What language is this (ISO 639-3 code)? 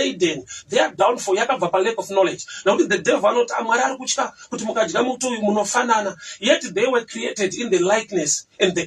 sna